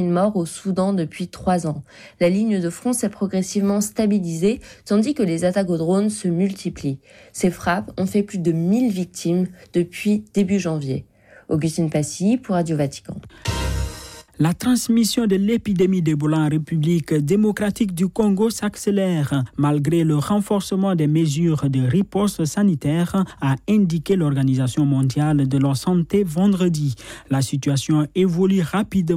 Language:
French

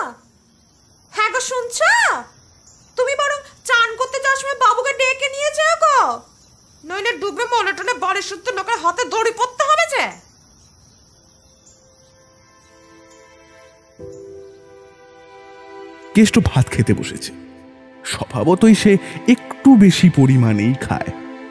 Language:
Bangla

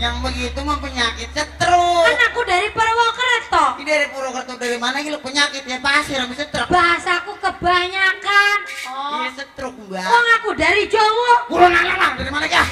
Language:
Betawi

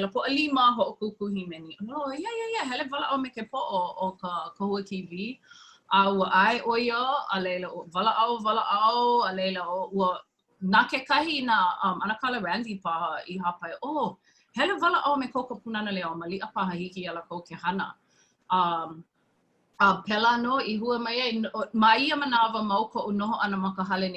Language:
Hawaiian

